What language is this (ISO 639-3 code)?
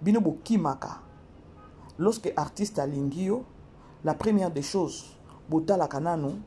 lin